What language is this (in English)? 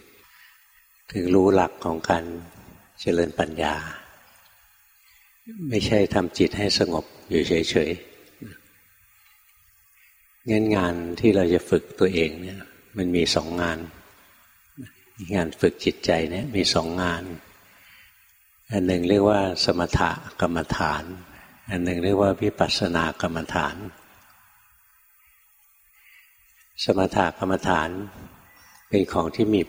Thai